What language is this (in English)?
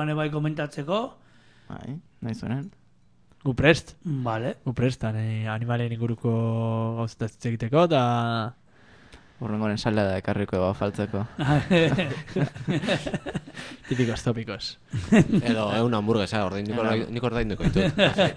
Basque